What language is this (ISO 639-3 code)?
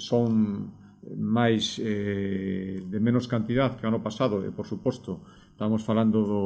glg